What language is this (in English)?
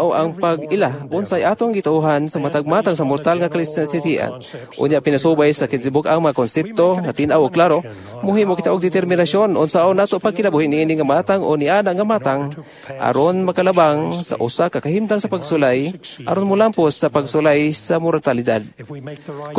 Cebuano